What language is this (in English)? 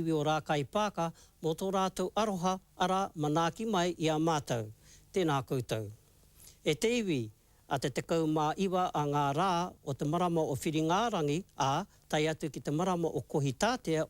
Māori